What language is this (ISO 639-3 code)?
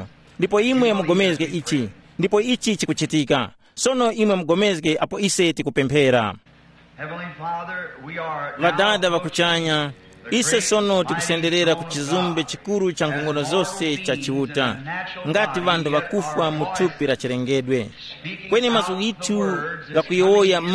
tum